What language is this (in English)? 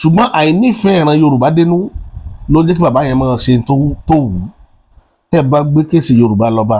Yoruba